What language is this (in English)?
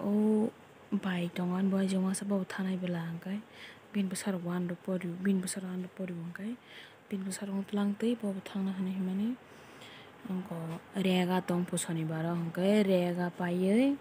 Kok Borok